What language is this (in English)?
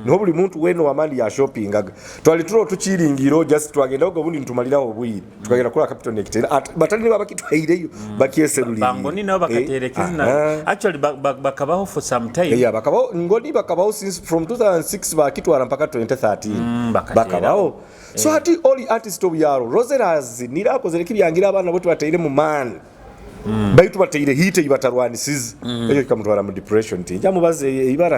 Nyoro